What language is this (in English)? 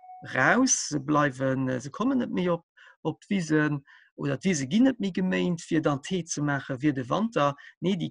Luxembourgish